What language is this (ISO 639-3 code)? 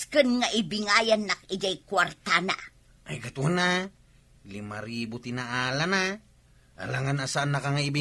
ilo